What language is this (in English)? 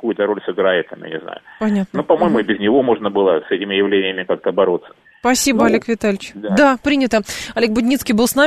Russian